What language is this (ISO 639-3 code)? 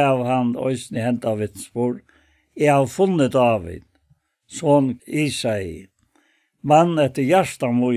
fao